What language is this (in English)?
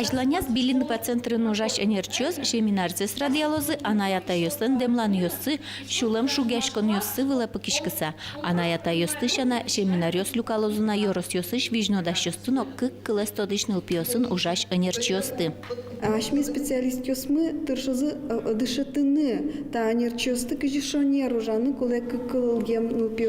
Udmurt